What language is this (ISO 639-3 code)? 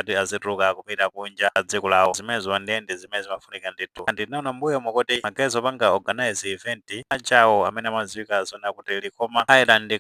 nya